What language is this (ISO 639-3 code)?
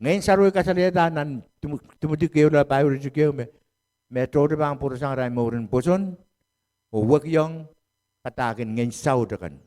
pon